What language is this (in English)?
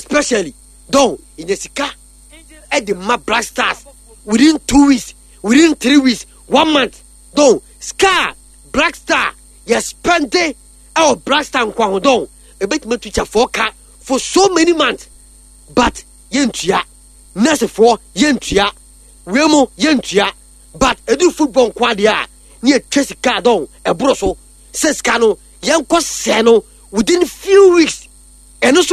Akan